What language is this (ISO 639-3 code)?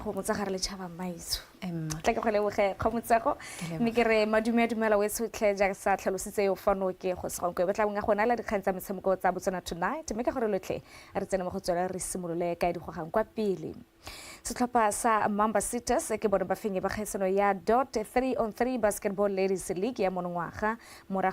tsn